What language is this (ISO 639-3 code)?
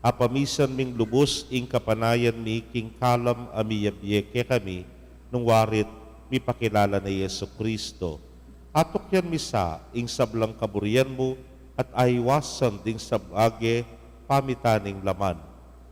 pam